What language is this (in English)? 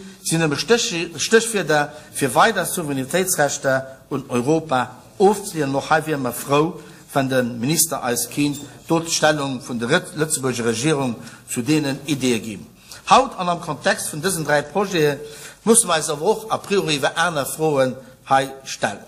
Luxembourgish